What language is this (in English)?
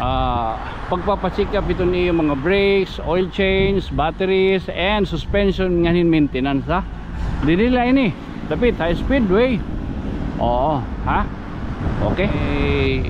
Waray